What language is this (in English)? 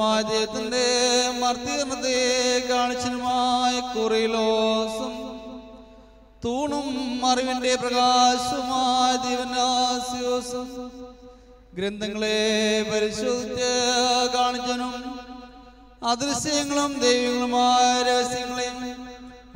Malayalam